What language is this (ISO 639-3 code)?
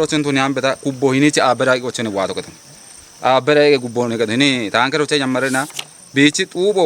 kbr